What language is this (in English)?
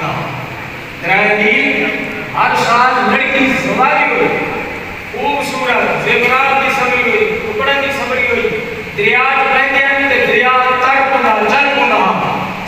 Saraiki